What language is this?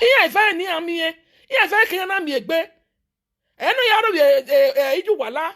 Nigerian Pidgin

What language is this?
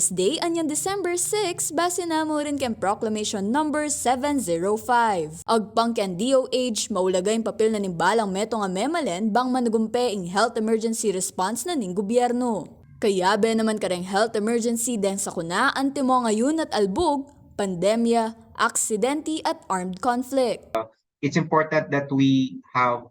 Pampanga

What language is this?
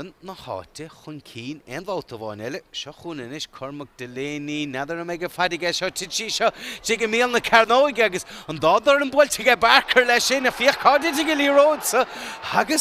Irish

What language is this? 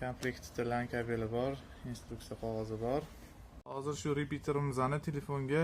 Uzbek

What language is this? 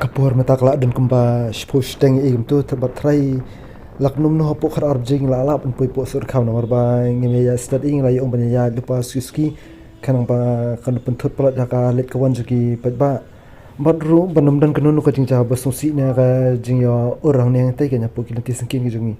Khasi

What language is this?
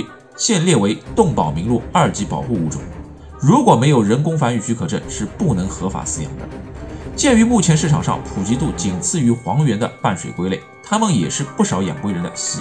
Chinese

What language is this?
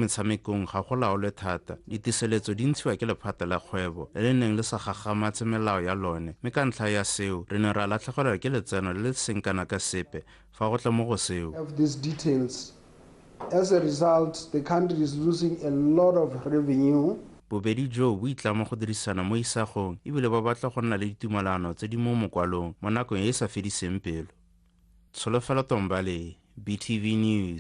Tswana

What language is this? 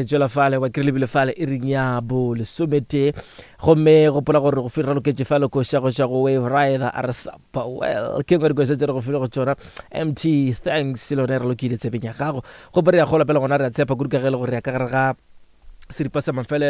Northern Sotho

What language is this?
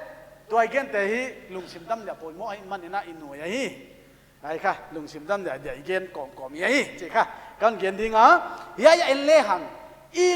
Paite Chin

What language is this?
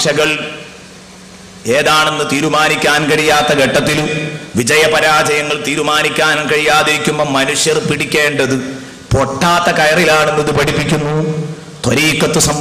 Malayalam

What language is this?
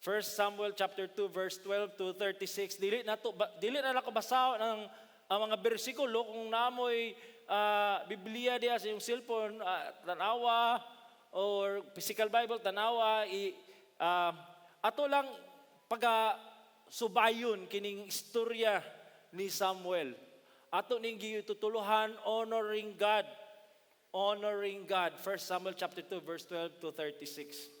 Cebuano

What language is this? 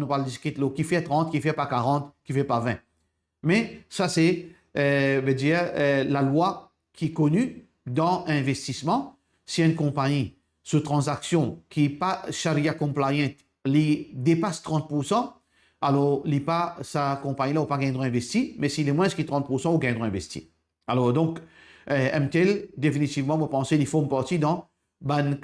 Morisyen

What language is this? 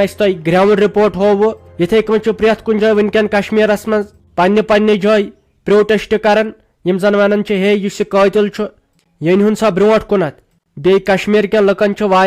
Kashmiri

